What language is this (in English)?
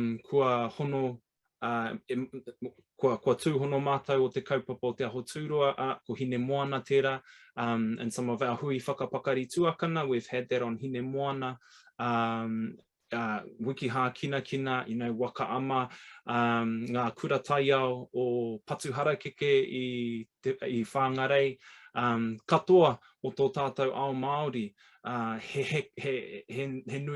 Māori